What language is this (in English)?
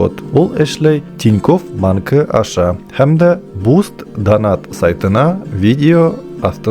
Bashkir